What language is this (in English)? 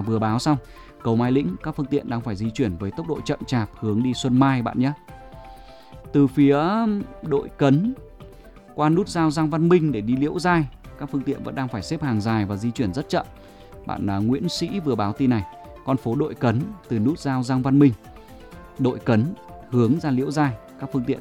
Vietnamese